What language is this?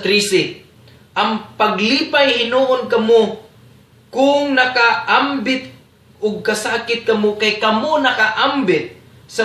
Cebuano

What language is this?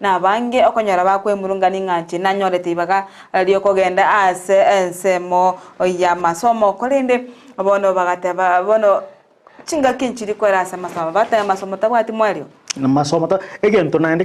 Gusii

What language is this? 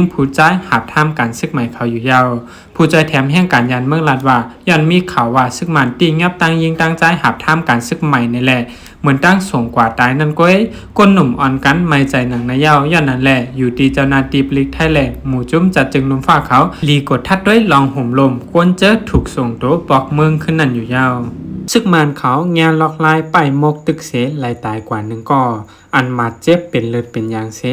Shan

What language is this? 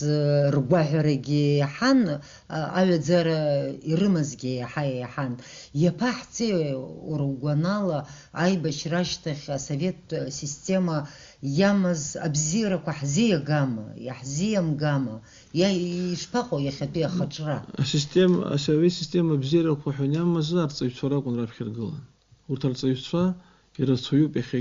Abkhazian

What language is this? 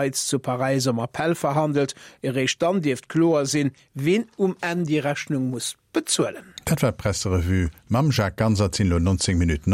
Luxembourgish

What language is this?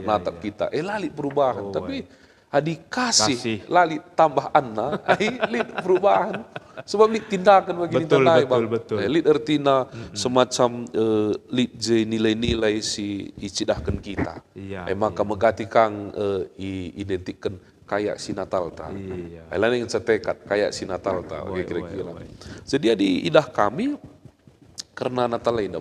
Batak Karo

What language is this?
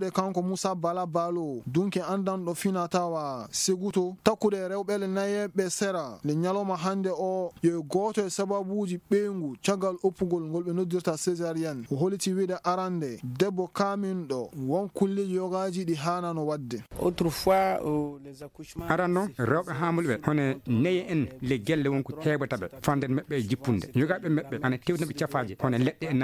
Fula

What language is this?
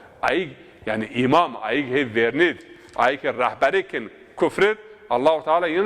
Zaza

